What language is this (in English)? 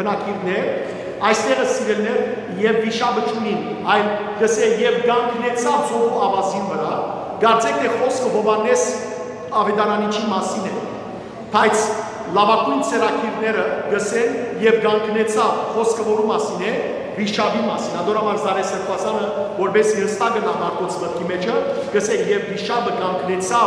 Western Armenian